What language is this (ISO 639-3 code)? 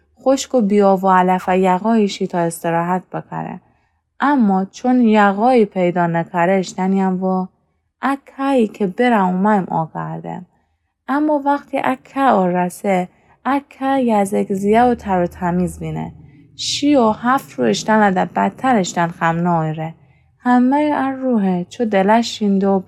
glk